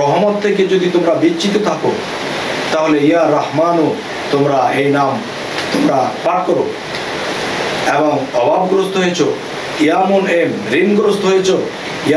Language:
Bangla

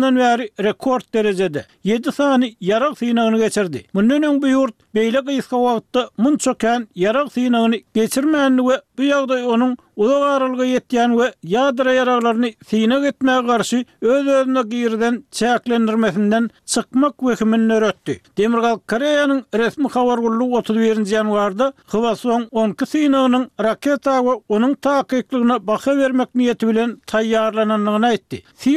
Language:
Turkmen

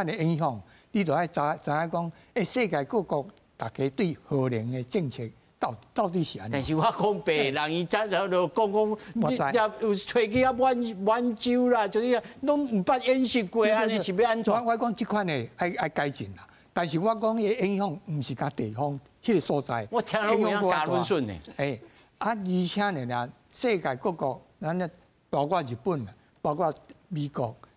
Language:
Min Nan Chinese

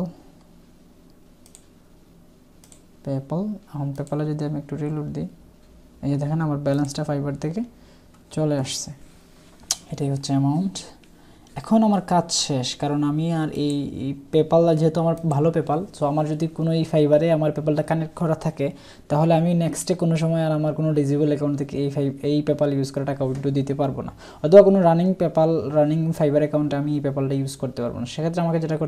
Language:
Bangla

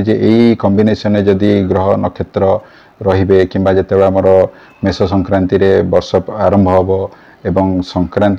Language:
Odia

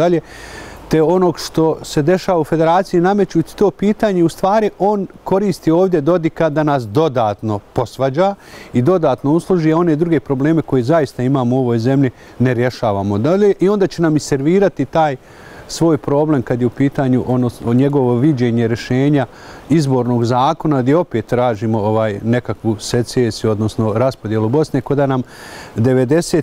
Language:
Bosnian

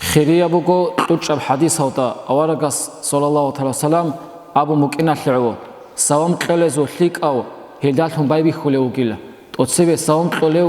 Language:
Avaric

